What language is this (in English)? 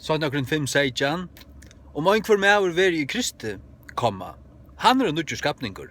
Faroese